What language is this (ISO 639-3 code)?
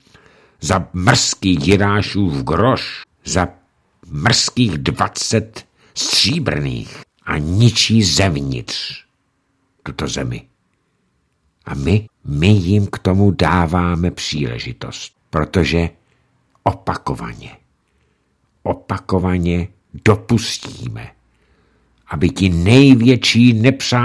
ces